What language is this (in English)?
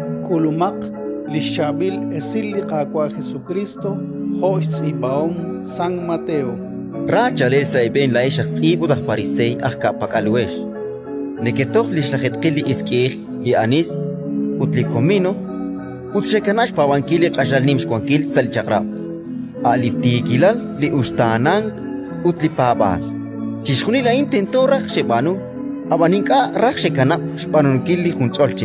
Kekchí